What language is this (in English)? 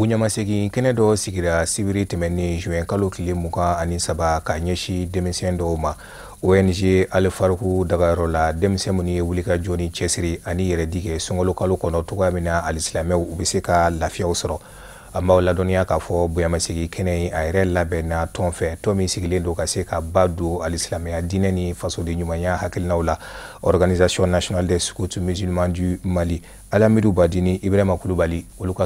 Bambara